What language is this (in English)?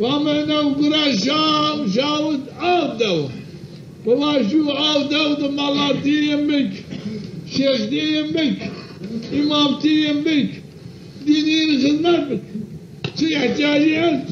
Zaza